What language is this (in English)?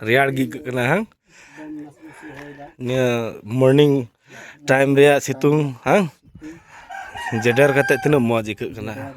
Santali